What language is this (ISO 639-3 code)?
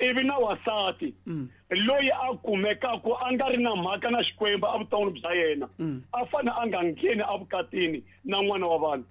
tso